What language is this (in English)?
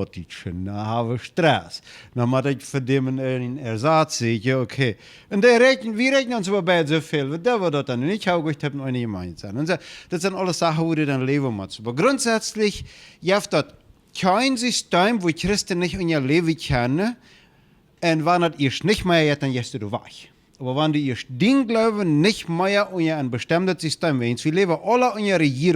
Plautdietsch